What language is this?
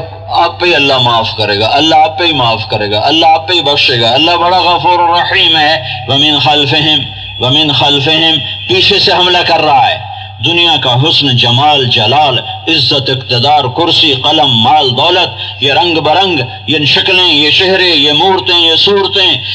Urdu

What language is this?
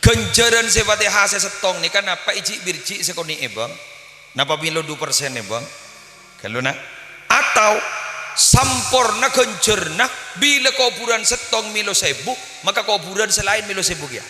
Madurese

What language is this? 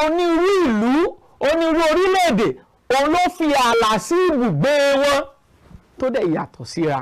Yoruba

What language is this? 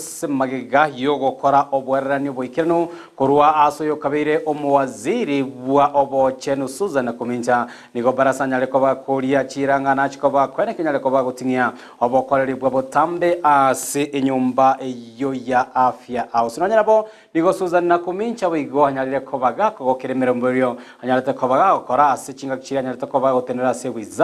Gusii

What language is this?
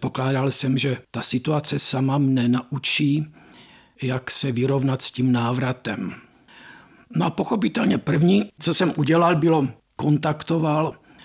Czech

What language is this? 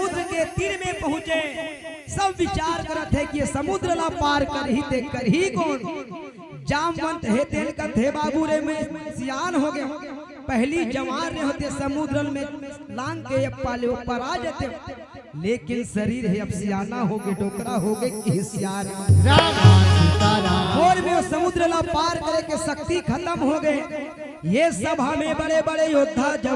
Chhattisgarhi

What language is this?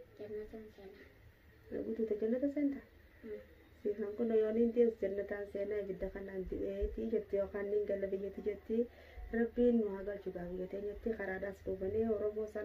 Oromo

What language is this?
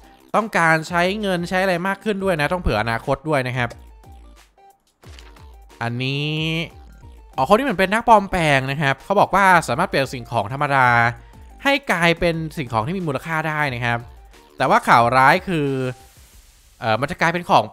Thai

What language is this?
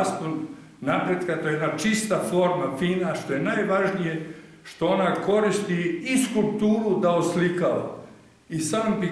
Serbian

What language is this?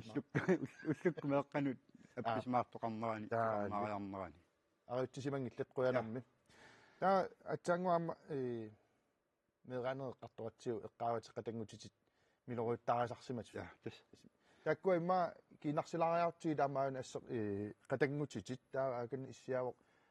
Kalaallisut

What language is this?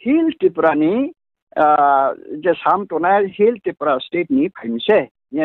Riang (India)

